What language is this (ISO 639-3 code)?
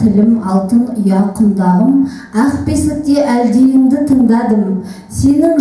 kaz